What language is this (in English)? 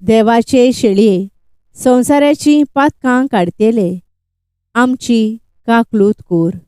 Konkani